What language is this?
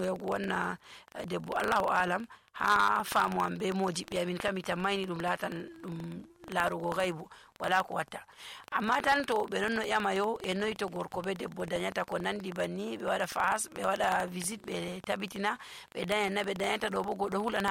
Nigerian Fulfulde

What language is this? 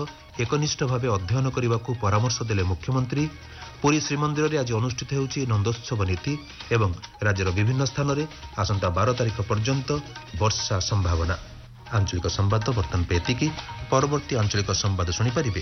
Odia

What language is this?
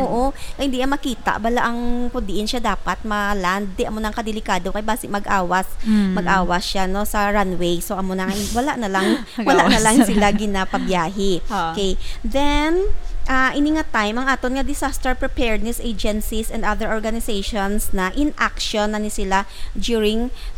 Hiligaynon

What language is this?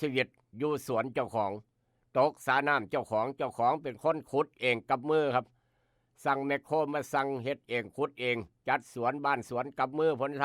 Northeastern Thai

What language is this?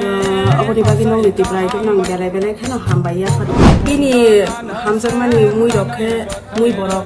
Kok Borok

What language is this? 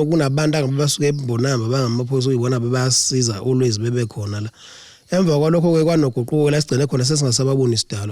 Zulu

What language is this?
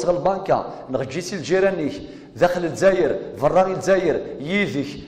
Kabyle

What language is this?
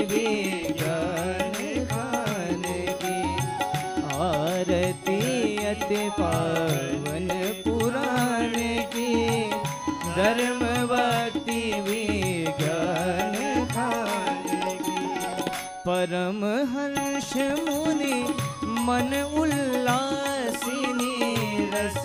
Hindi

